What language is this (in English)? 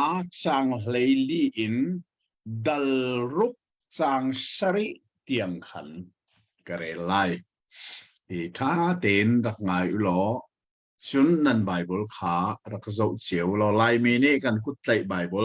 Hakha Chin